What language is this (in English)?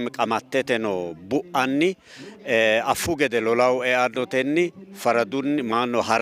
Sidamo